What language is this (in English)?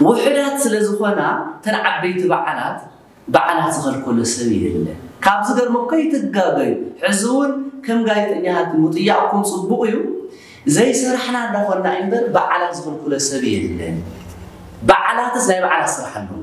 Tigrinya